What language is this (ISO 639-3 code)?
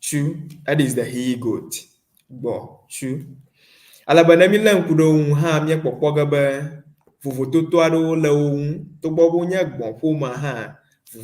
ewe